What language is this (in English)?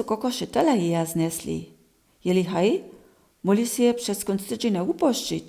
Upper Sorbian